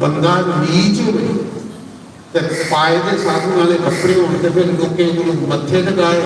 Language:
Dogri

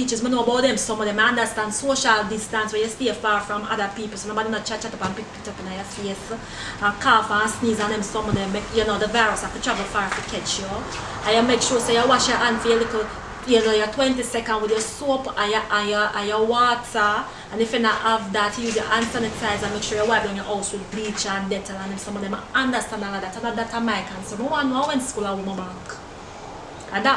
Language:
Jamaican Creole English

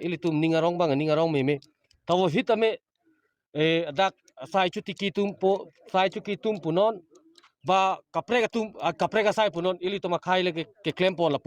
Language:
Karbi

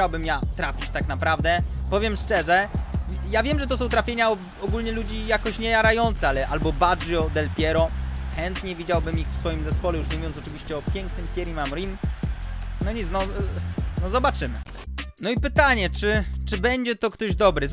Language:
Polish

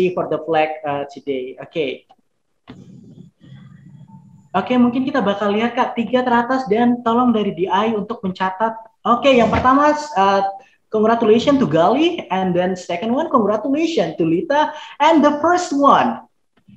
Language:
Indonesian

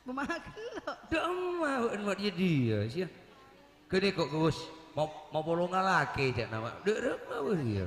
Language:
Madurese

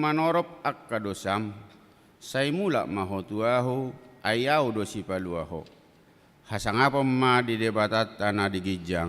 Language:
Batak Toba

